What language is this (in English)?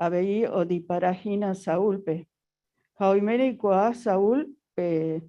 Guarani